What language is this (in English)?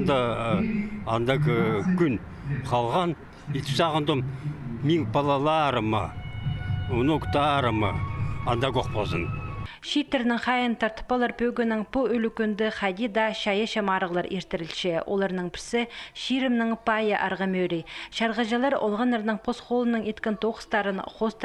Khakas